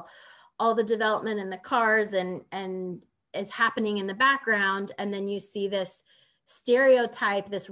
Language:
English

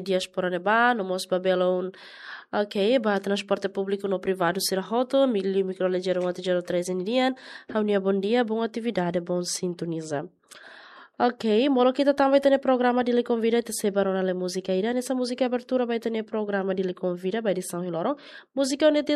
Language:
Tetum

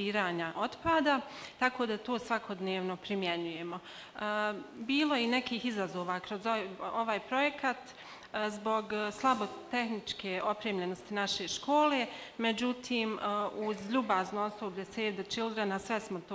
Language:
Bosnian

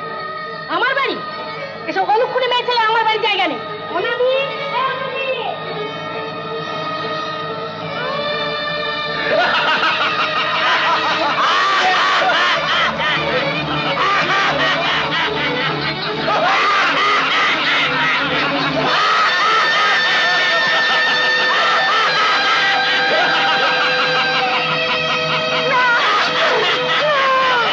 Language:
Bangla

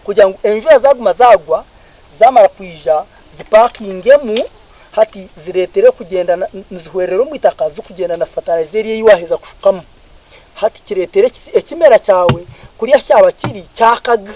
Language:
Nyankole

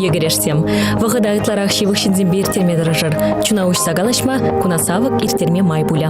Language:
Chuvash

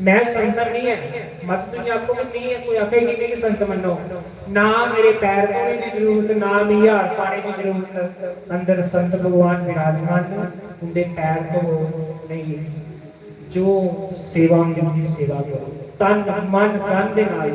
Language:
Dogri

